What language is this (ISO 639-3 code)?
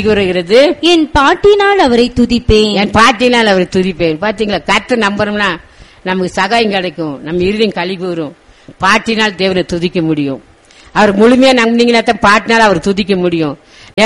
tam